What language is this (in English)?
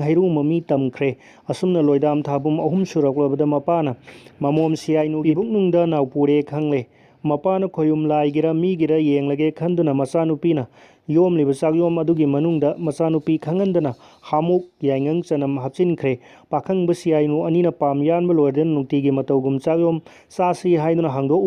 Manipuri